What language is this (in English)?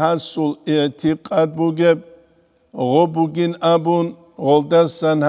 Avaric